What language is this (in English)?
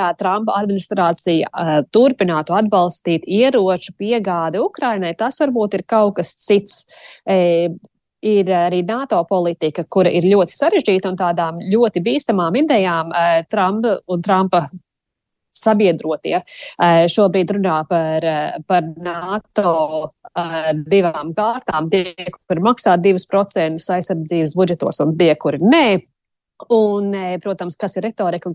Latvian